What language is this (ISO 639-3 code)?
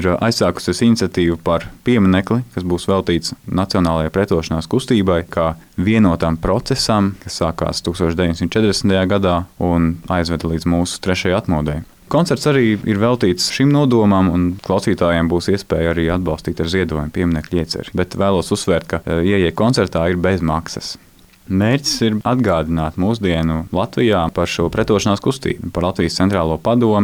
lav